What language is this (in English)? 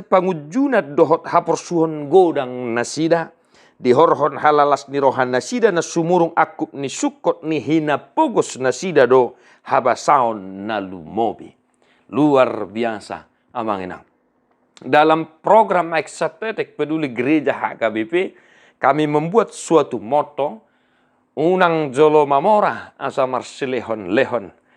Batak Toba